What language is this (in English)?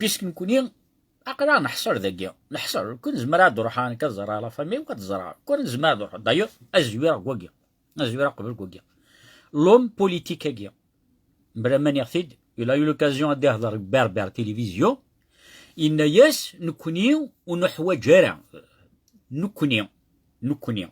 Kabyle